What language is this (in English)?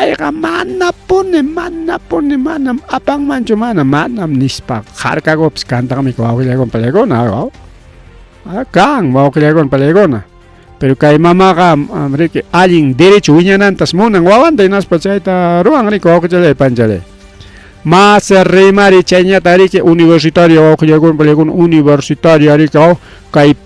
Ayacucho Quechua